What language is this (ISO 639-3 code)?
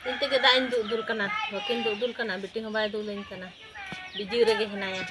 sat